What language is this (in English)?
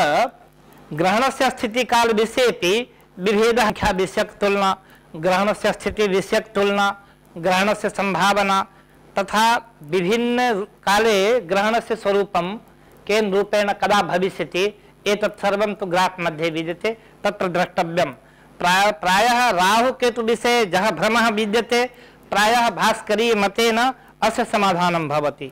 Sanskrit